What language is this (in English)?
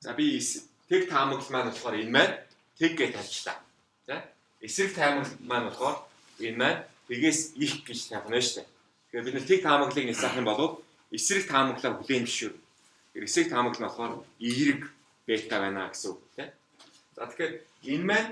Mongolian